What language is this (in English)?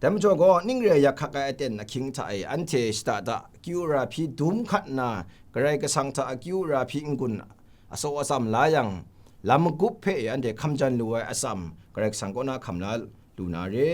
Kachin